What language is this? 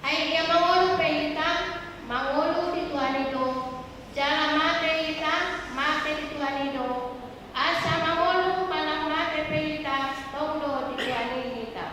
Batak Toba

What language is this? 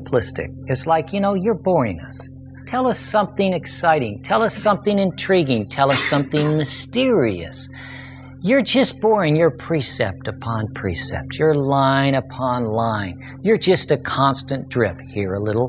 English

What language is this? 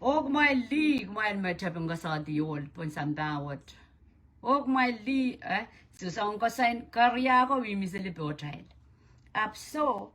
Pohnpeian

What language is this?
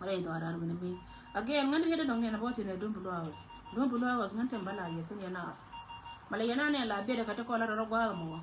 Nuer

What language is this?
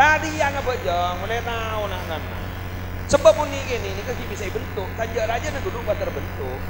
Madurese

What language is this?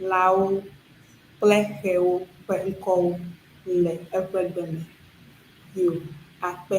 Ewe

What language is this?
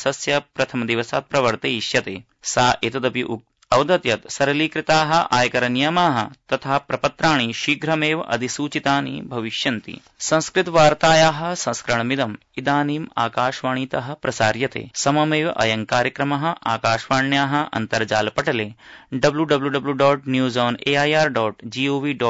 Sanskrit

